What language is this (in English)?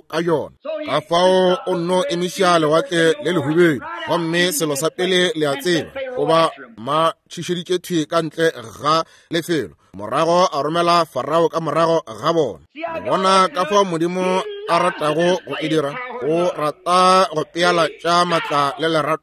Northern Sotho